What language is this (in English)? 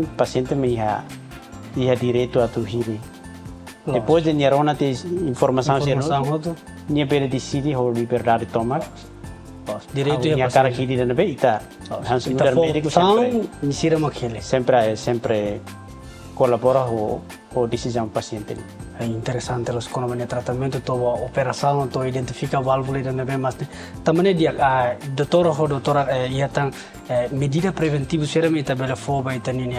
Tetum